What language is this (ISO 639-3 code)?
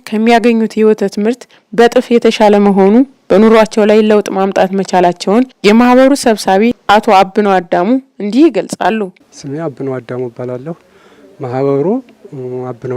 amh